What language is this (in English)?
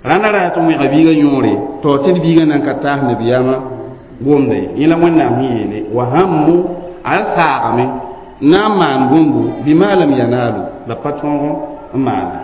Mossi